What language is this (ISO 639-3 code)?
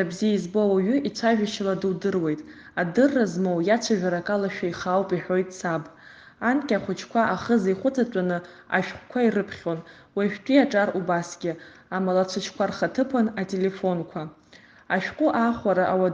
abk